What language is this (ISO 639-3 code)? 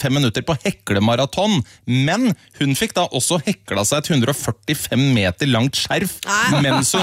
nor